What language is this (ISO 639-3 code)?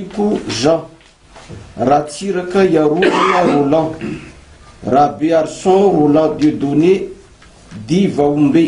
mlg